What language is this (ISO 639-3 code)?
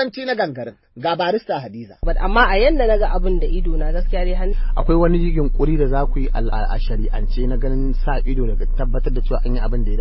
hau